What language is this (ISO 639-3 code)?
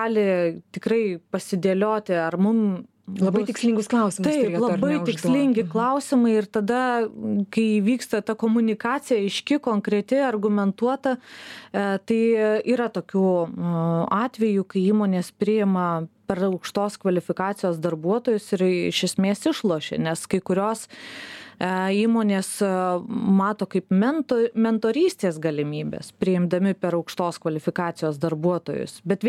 lit